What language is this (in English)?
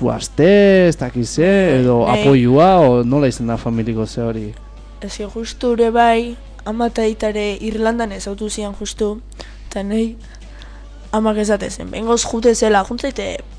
Basque